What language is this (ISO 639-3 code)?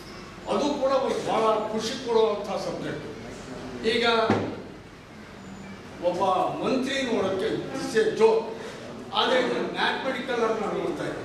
kan